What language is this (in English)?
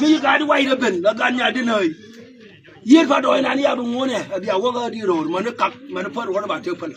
Nuer